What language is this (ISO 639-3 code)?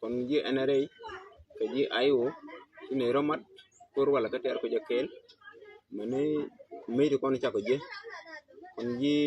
nus